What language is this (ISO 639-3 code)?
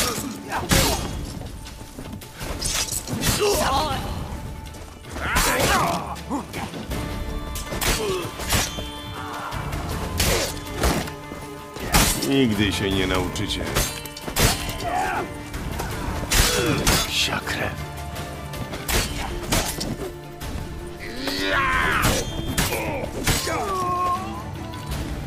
pol